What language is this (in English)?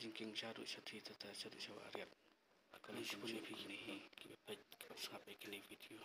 Khasi